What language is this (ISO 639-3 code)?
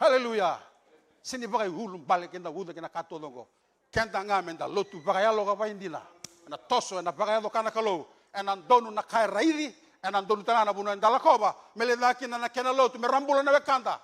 fij